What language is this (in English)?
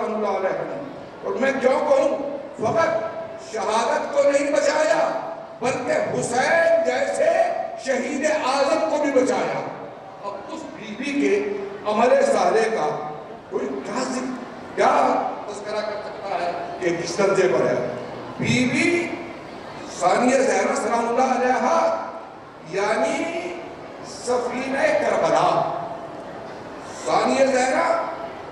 Urdu